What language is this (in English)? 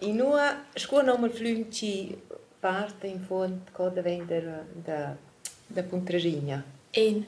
Romansh